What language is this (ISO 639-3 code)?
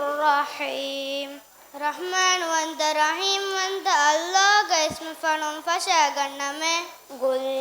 div